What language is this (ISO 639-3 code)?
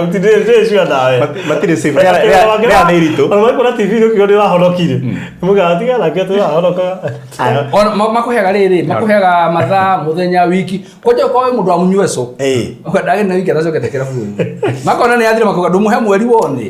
kik